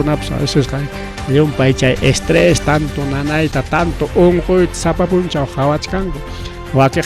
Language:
Ayacucho Quechua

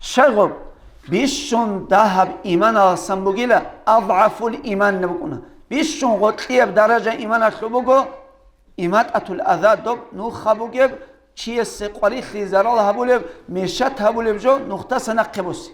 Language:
Avaric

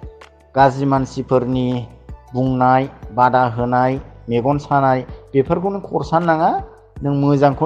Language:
Bodo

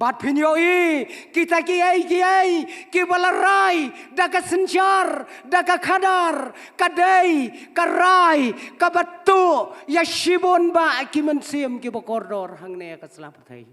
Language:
Khasi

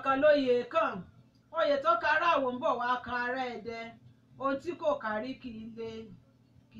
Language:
Yoruba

